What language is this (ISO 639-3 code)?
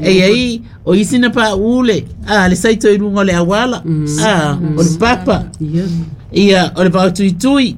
smo